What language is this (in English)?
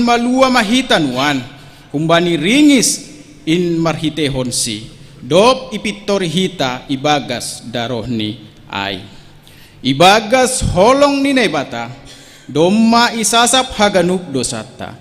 Batak Simalungun